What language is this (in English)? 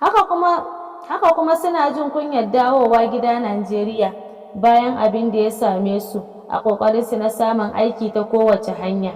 Hausa